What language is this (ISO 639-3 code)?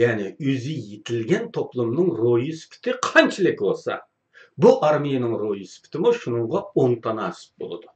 uig